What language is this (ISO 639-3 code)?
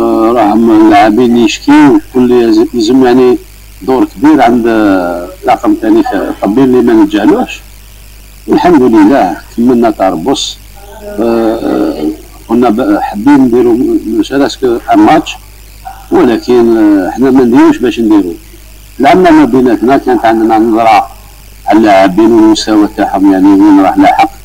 arq